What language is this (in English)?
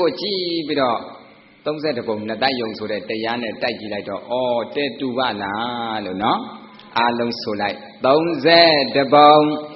Burmese